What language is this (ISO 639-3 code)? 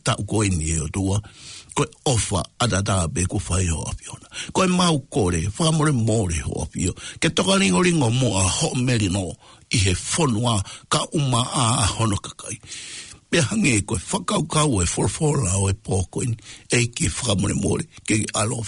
ton